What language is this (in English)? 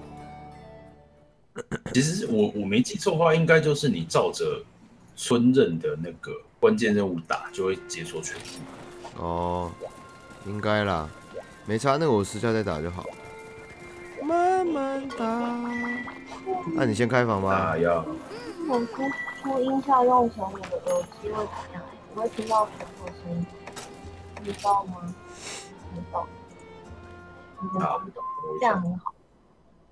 Chinese